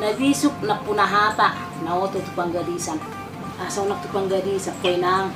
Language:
Batak Toba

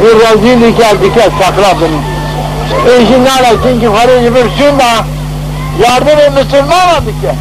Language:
Zaza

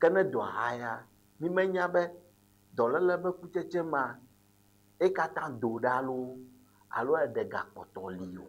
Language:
Ewe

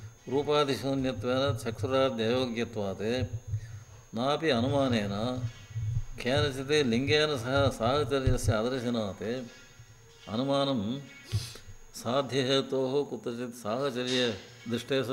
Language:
Sanskrit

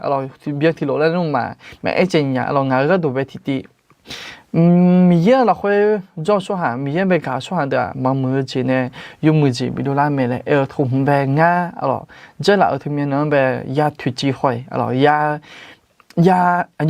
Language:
Akha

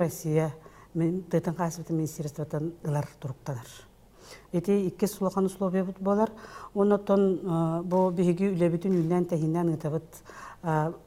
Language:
Yakut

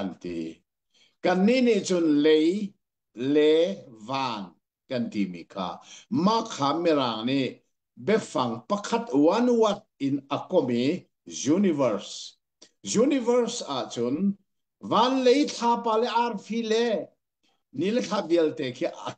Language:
Hakha Chin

